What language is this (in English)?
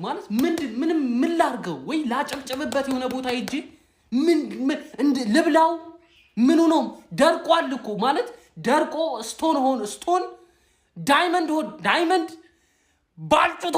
Amharic